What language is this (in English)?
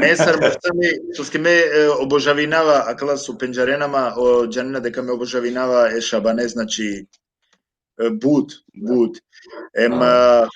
Balkan Romani